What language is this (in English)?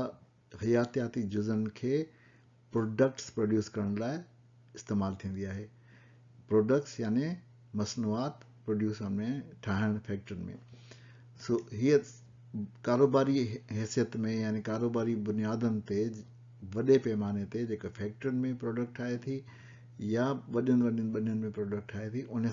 Sindhi